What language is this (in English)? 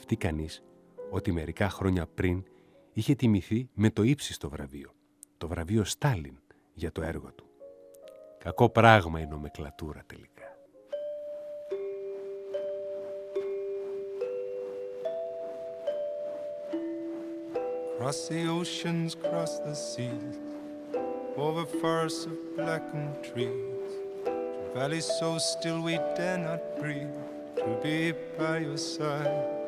Greek